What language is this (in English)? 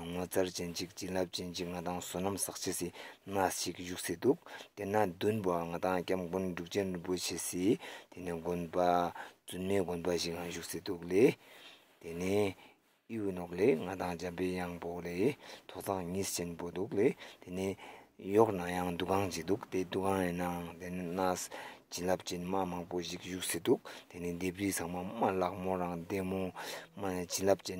Ladakhi